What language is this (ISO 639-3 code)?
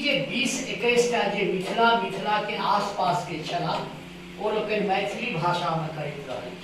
mai